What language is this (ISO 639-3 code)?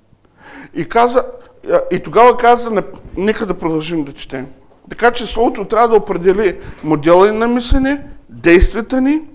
bul